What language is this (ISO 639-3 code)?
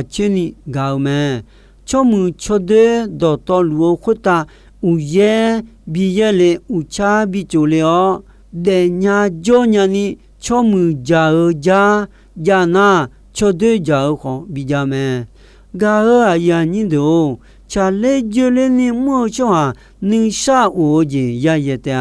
ahk